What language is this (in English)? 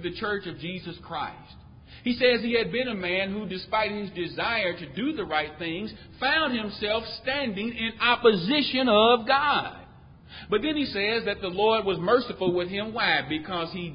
English